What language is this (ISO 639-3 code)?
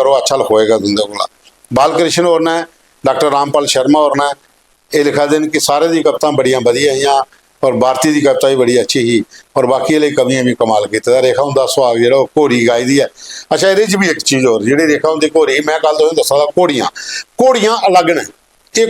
doi